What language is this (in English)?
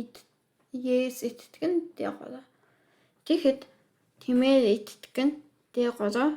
Mongolian